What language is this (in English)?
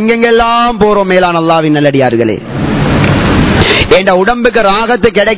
Tamil